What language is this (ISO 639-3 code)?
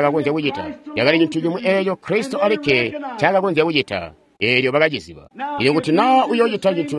toi